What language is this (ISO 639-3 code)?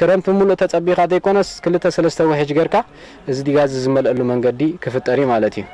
tir